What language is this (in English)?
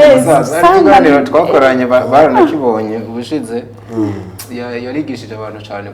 Rundi